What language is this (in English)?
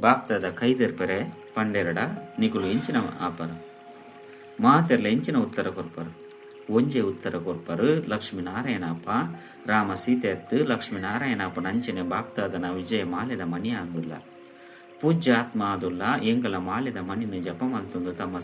Tulu